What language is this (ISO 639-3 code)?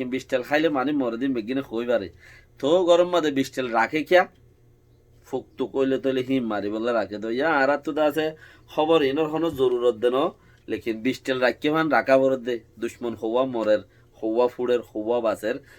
rhg